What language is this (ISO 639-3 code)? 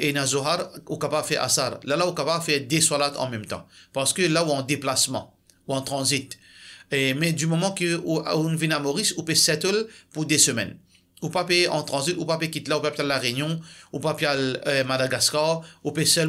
mfe